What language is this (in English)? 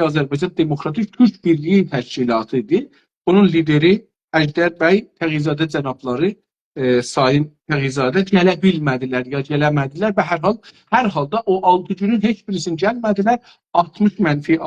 South Azerbaijani